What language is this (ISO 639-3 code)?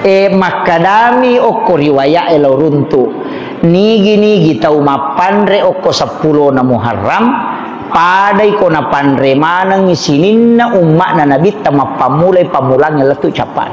bug